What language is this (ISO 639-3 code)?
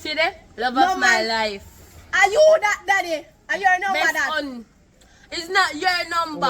jam